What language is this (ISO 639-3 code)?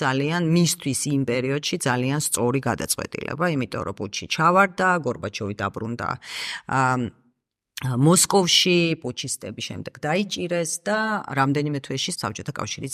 kat